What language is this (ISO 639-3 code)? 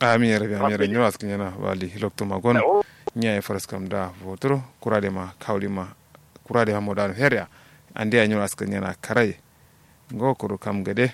kau